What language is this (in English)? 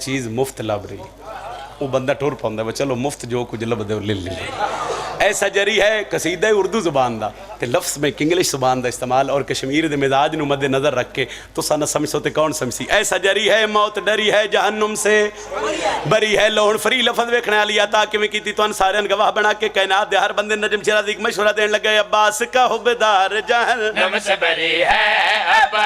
Pahari-Potwari